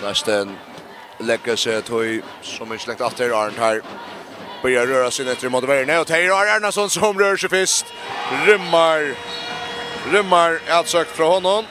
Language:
Faroese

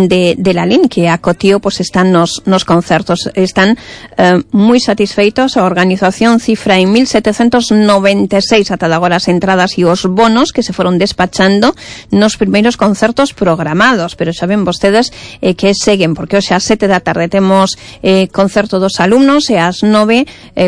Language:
Galician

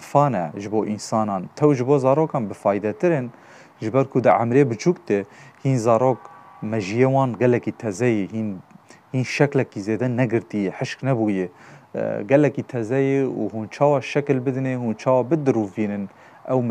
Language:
Kurdish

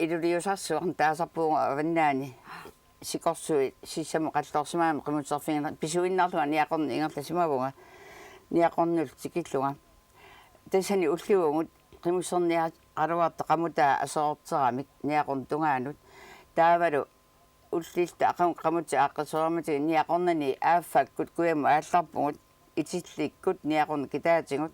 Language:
Kalaallisut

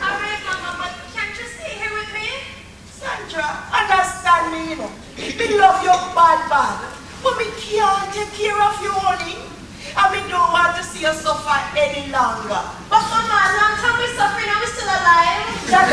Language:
Jamaican Creole English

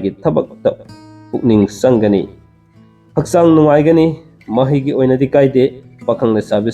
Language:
Manipuri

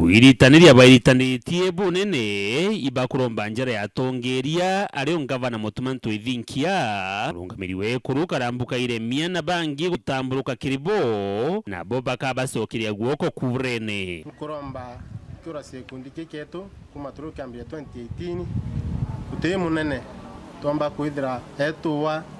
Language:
Meru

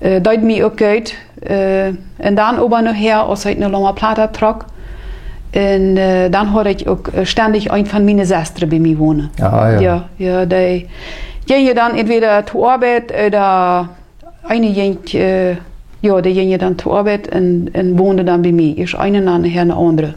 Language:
Plautdietsch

